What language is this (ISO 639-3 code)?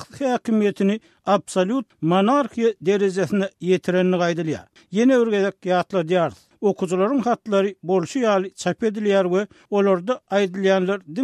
tuk